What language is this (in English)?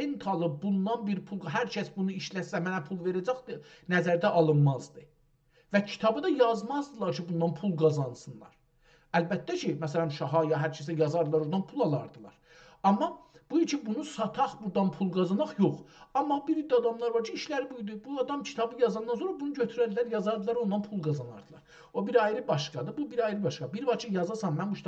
South Azerbaijani